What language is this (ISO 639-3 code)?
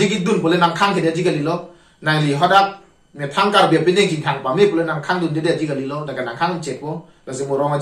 mjw